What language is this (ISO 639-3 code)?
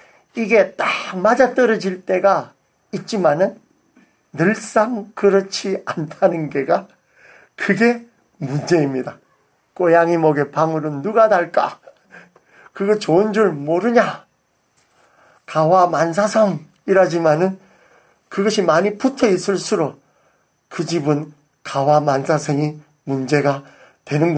kor